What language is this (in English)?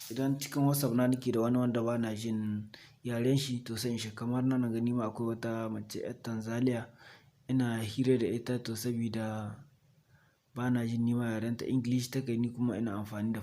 Hausa